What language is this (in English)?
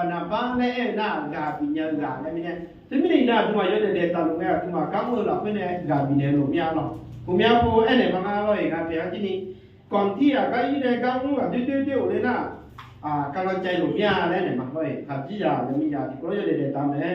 Akha